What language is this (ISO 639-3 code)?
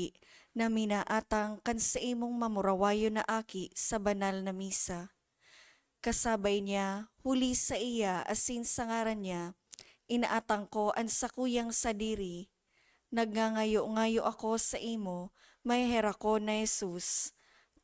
bik